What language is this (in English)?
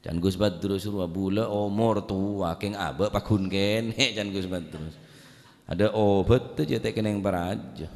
Madurese